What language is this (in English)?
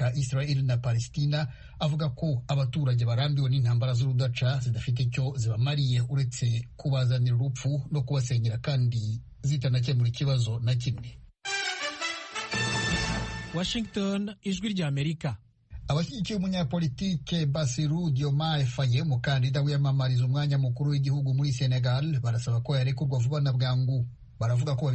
Kinyarwanda